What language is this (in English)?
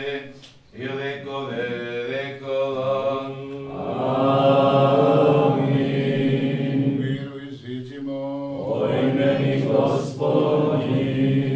Serbian